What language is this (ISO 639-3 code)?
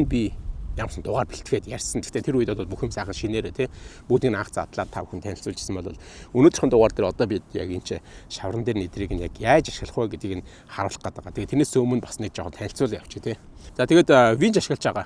mon